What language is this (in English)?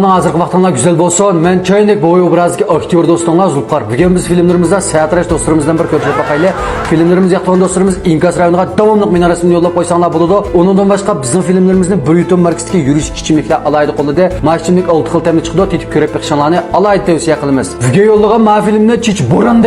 Uyghur